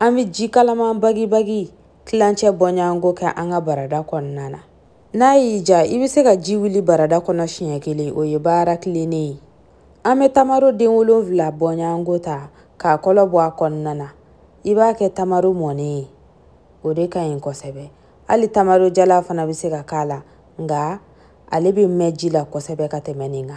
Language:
Bambara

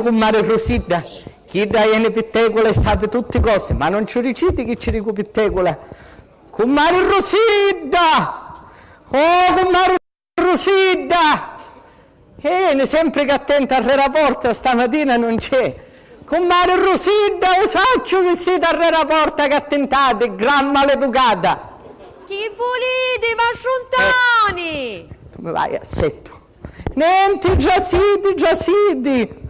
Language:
Sicilian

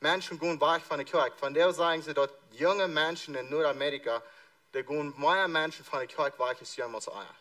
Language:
Plautdietsch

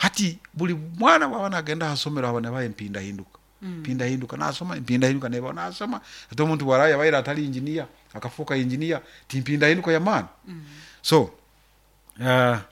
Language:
Nyoro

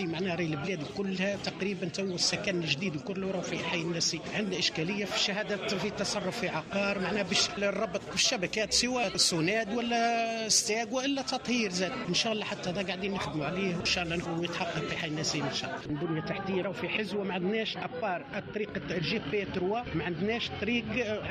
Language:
Tunisian Arabic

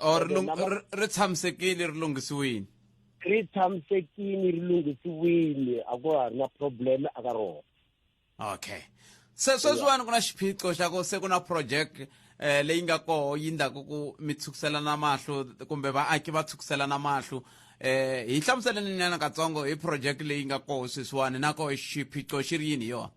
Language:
Tsonga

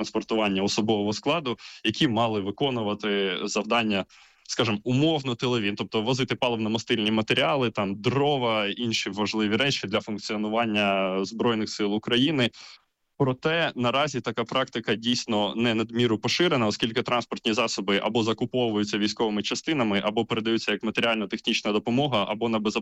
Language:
Ukrainian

